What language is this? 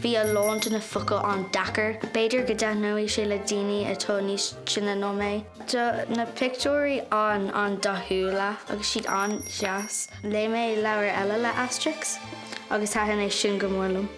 Irish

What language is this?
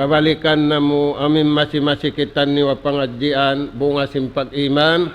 Tausug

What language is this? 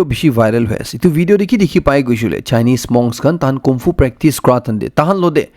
Naga Pidgin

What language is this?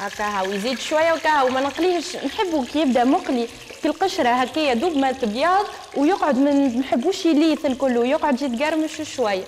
Tunisian Arabic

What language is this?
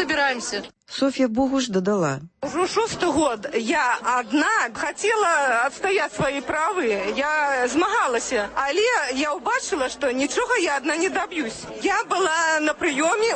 Belarusian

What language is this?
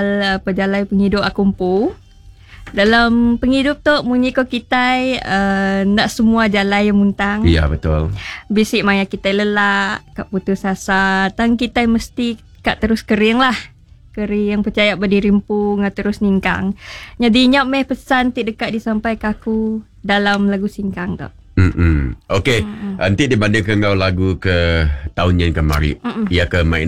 Iban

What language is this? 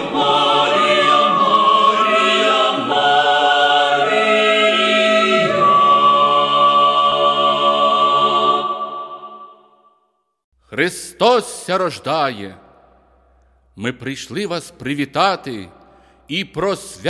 Ukrainian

